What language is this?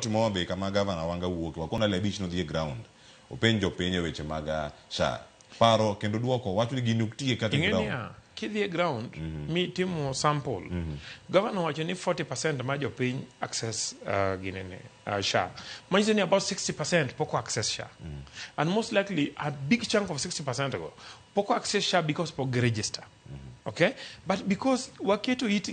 Luo (Kenya and Tanzania)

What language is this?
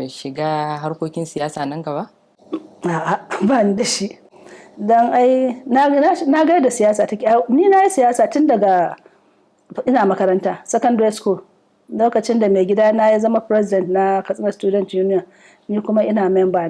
Hausa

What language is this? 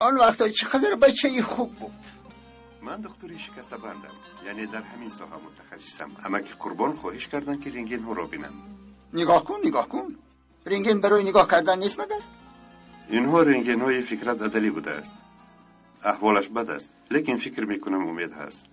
Tajik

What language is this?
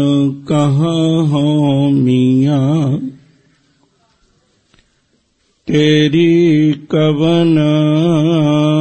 Punjabi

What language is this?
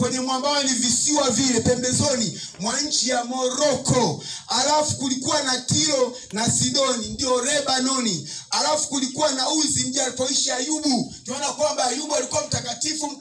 Swahili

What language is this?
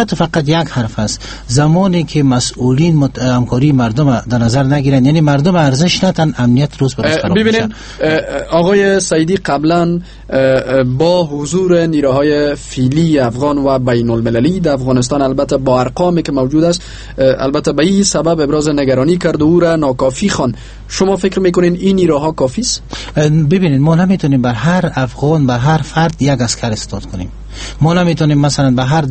Persian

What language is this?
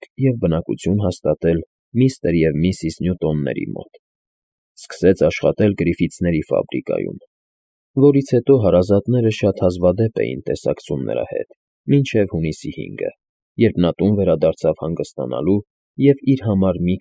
Armenian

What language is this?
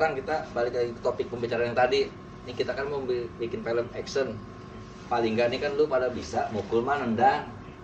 Betawi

